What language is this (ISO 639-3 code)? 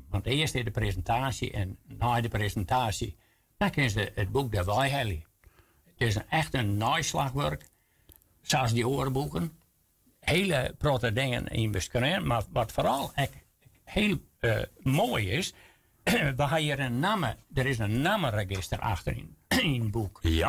fry